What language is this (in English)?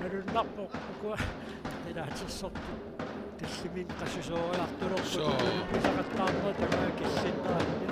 Kalaallisut